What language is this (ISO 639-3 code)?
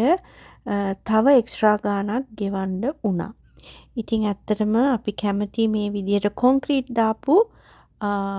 sin